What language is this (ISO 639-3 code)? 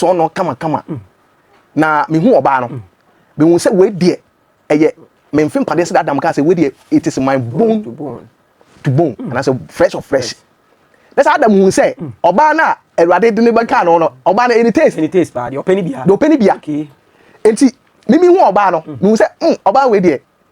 aka